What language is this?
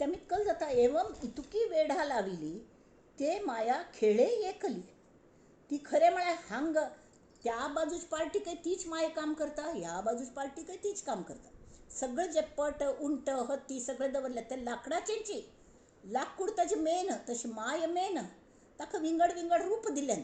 Konkani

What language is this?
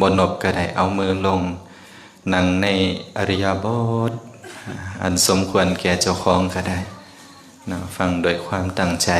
Lao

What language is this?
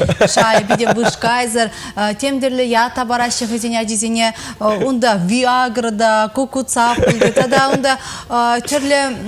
Chuvash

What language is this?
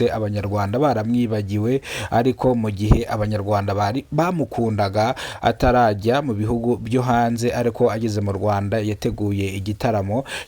Kinyarwanda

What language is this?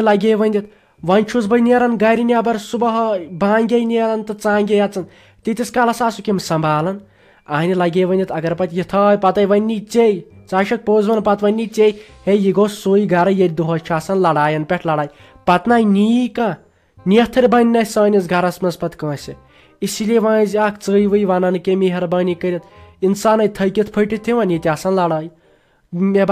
Kashmiri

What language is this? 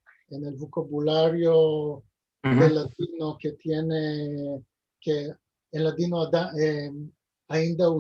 Ladino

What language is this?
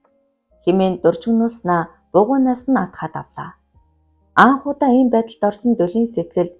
Mongolian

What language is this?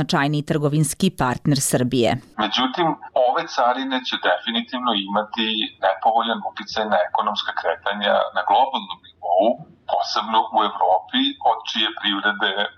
Serbian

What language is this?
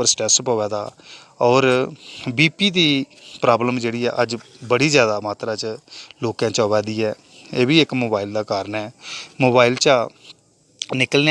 Dogri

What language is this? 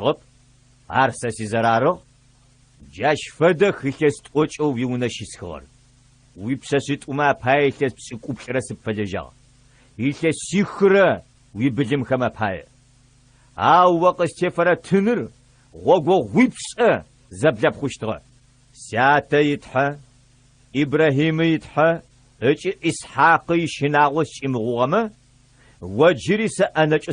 Adyghe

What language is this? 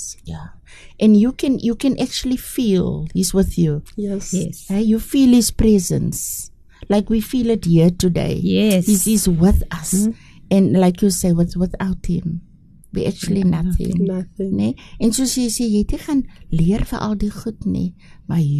Afrikaans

